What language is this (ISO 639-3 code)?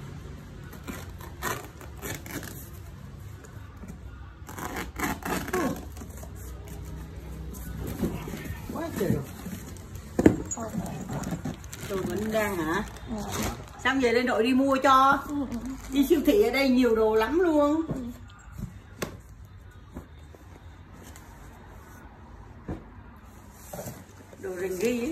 vie